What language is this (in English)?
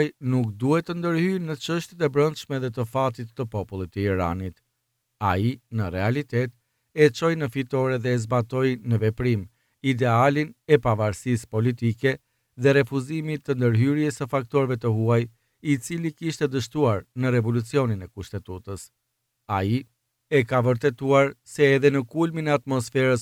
Albanian